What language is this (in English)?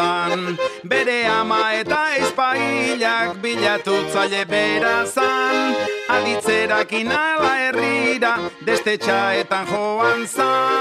Basque